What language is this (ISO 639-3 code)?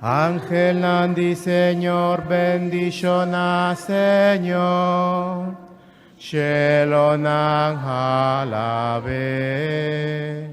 pap